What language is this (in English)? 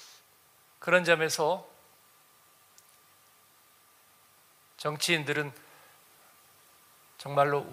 Korean